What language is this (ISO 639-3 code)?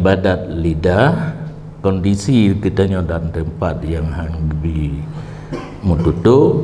ace